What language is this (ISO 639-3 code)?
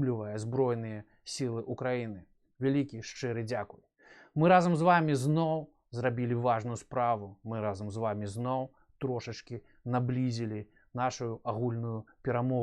bel